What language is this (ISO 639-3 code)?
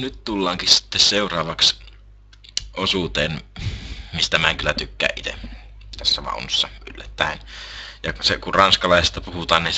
fin